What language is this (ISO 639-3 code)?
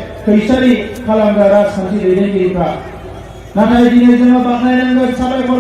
brx